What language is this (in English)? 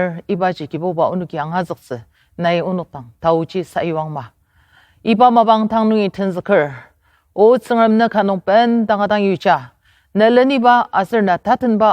Ao Naga